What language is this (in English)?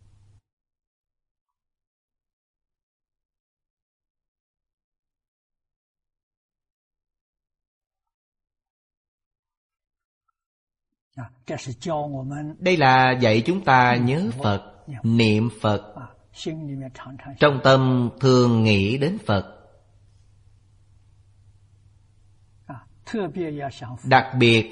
Vietnamese